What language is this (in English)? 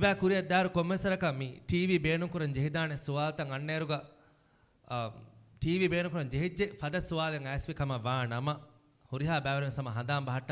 Divehi